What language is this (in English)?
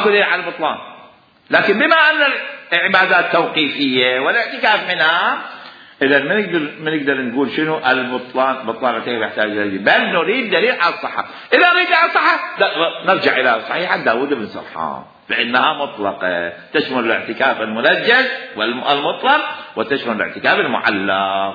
Mesopotamian Arabic